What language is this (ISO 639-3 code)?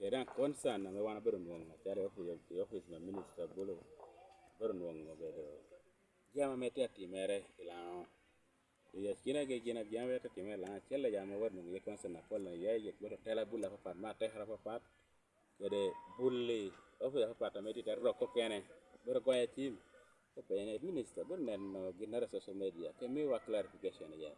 laj